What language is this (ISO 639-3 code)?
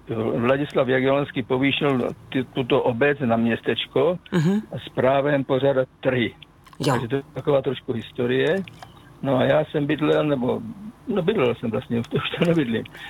ces